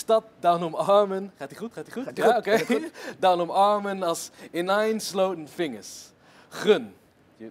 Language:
Gronings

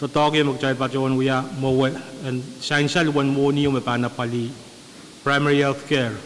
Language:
Pohnpeian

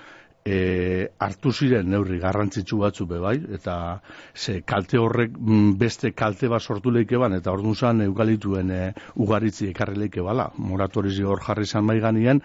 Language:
Basque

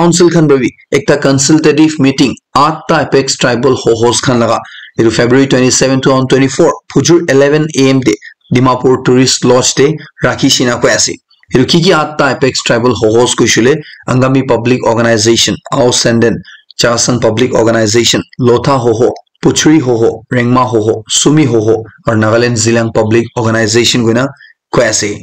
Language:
Naga Pidgin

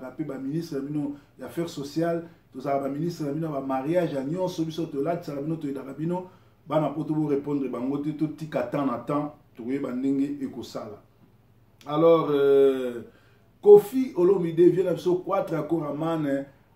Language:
Lingala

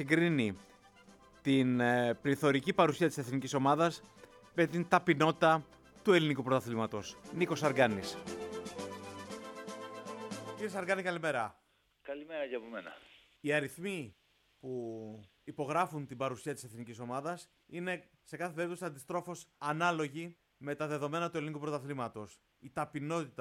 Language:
Greek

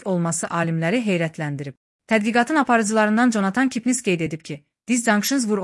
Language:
Azerbaijani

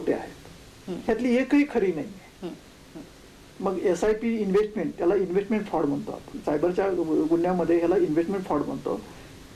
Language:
Marathi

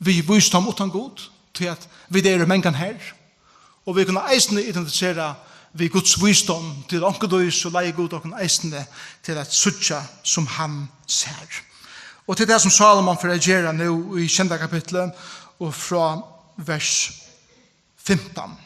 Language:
Faroese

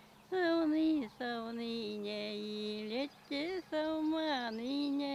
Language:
Chuvash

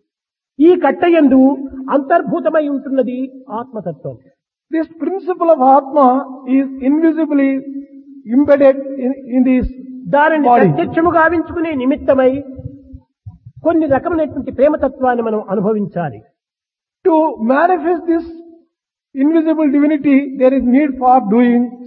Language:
Telugu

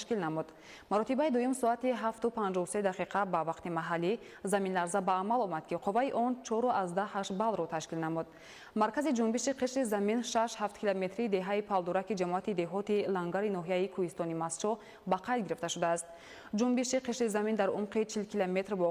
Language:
Tajik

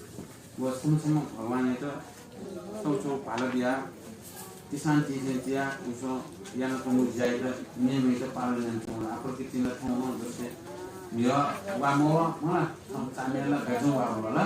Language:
Newari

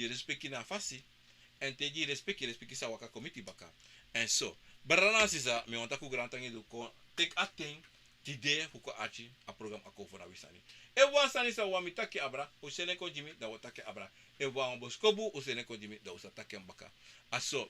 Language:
Sranan Tongo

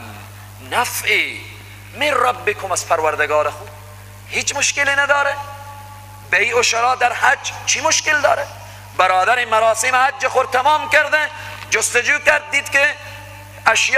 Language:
Persian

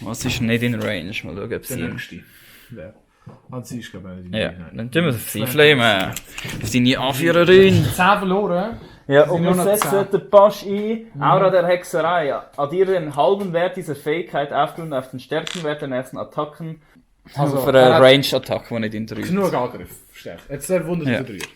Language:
Swiss German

